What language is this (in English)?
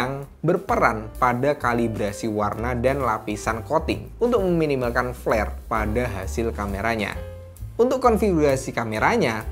Indonesian